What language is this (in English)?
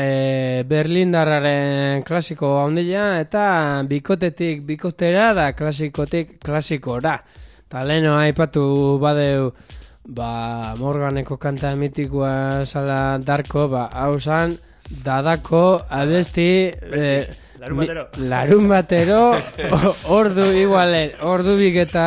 Basque